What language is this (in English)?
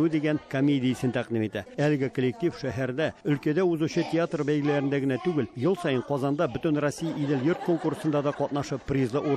Tatar